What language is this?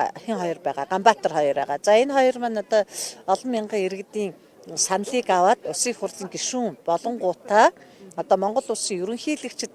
Mongolian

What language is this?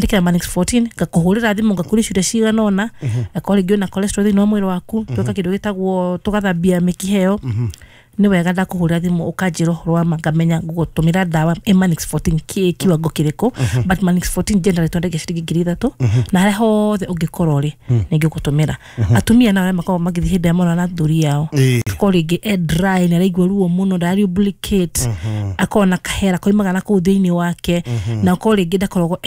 Kikuyu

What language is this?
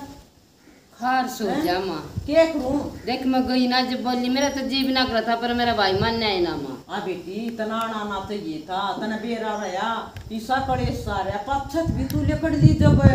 Haryanvi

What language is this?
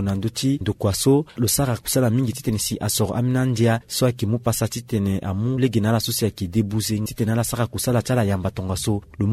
Sango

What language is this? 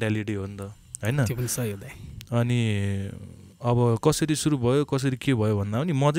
Nepali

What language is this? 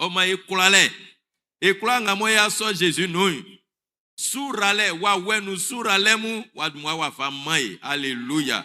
Baoulé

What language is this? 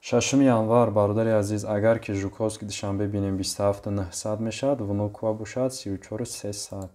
Tajik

